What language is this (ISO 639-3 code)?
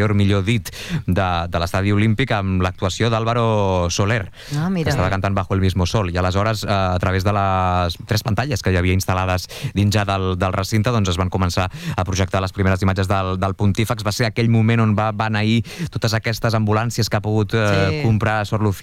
cat